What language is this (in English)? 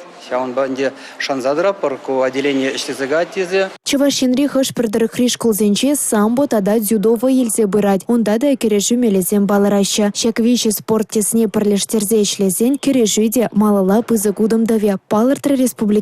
Chuvash